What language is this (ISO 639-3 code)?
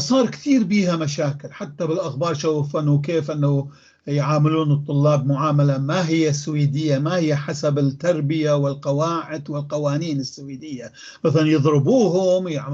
apc